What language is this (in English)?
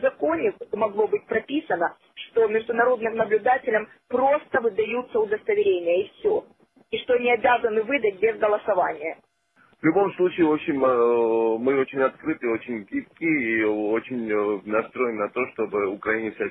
Russian